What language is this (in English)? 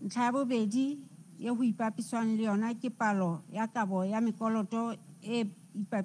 Southern Sotho